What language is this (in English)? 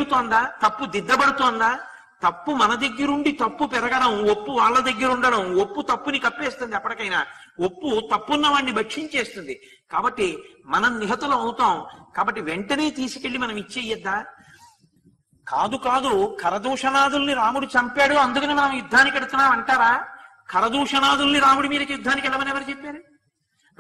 Telugu